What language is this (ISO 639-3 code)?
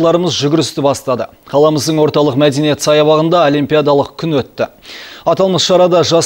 kaz